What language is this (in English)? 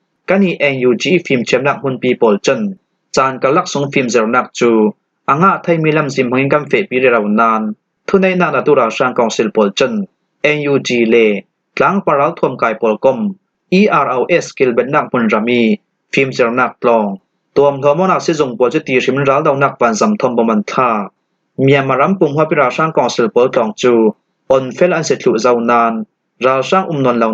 Falam Chin